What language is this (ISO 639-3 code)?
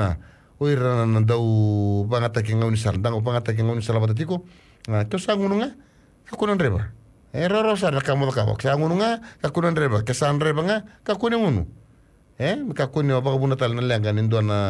fij